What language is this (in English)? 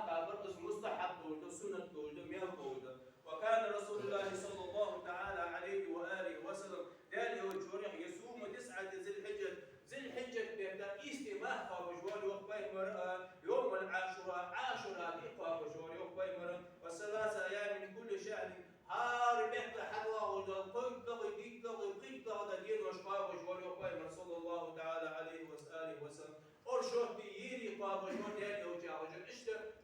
Ingush